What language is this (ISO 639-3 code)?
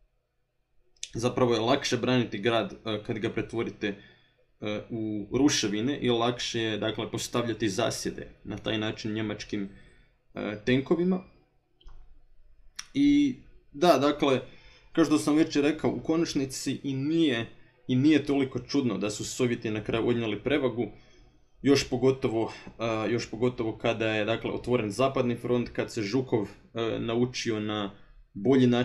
hrv